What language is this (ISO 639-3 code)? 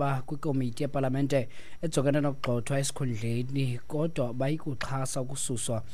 xho